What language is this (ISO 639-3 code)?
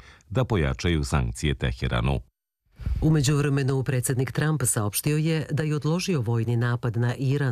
srp